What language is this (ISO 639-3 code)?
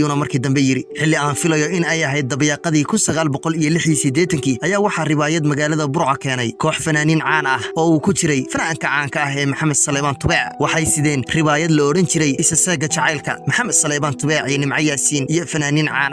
som